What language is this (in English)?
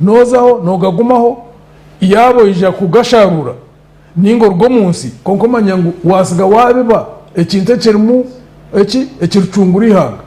Nyankole